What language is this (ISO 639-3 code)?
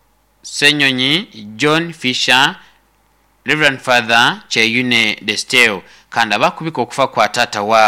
nyn